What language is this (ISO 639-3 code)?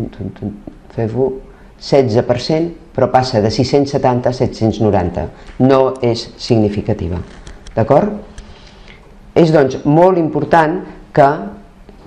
cat